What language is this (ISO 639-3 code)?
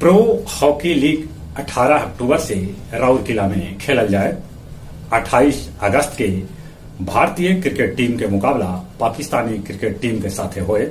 mag